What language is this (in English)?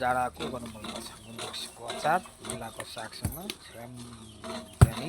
Nepali